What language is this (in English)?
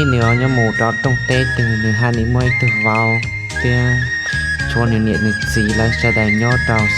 Hmong